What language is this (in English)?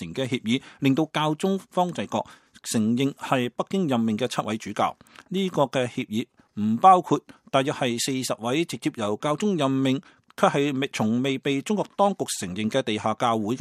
Cantonese